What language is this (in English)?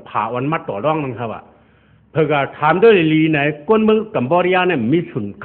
Shan